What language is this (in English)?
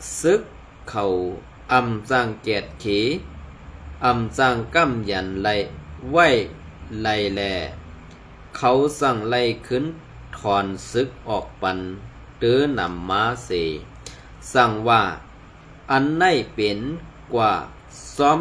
Shan